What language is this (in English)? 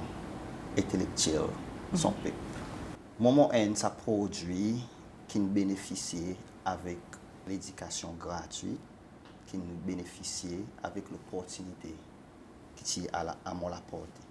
Seselwa Creole French